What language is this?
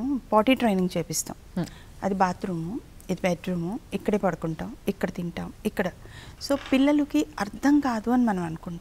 Telugu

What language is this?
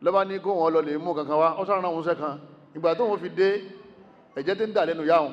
Yoruba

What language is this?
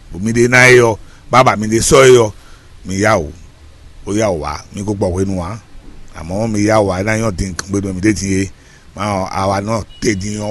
Fon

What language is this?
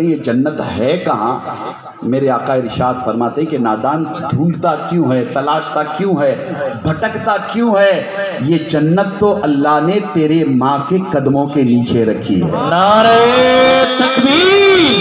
Urdu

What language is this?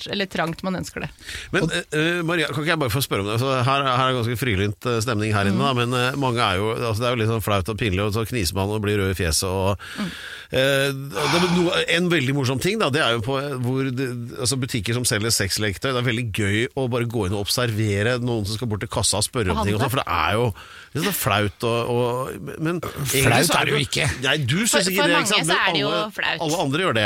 Norwegian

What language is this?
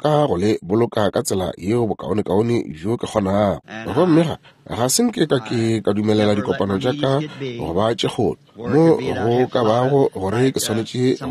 Northern Sotho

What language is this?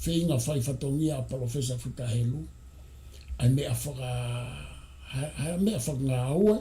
Tongan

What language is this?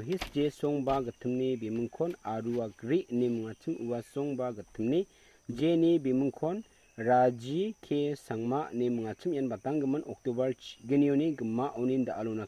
Garo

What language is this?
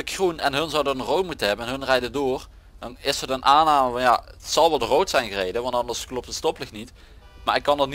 Dutch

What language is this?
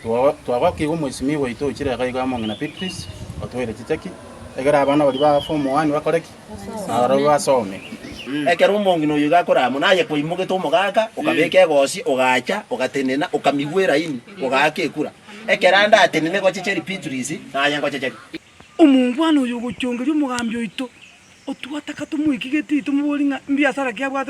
Gusii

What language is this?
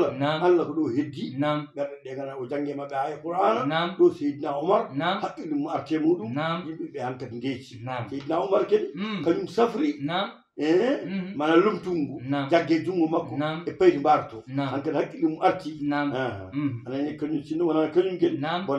Fula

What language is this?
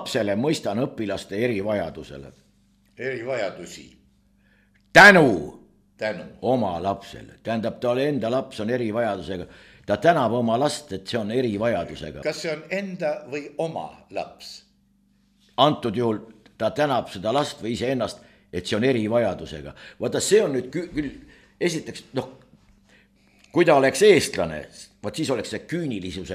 Estonian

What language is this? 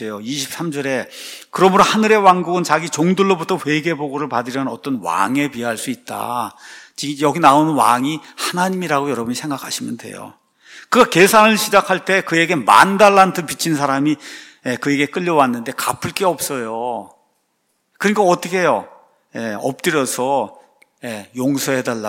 Korean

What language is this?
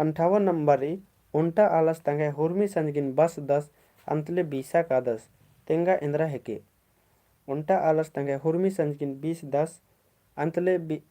Kurukh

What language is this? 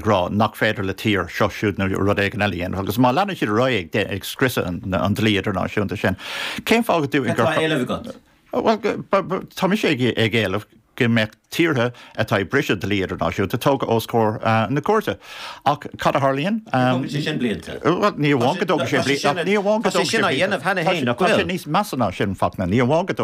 Irish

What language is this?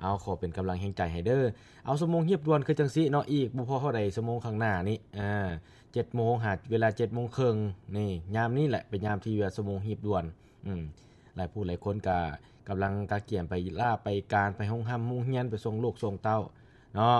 Lao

